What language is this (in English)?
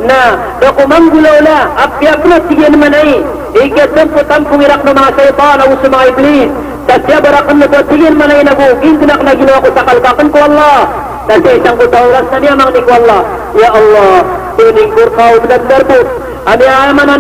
Maranao